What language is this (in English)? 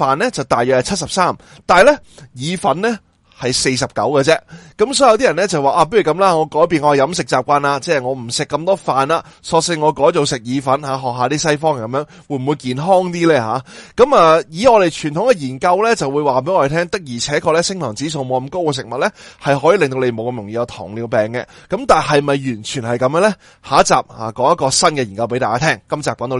Cantonese